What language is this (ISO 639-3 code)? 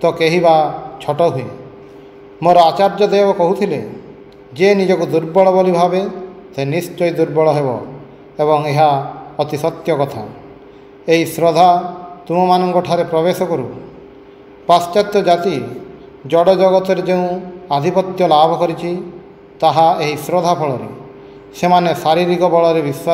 ori